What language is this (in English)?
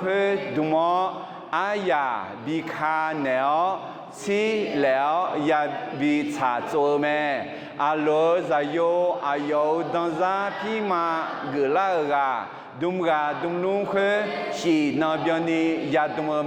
Akha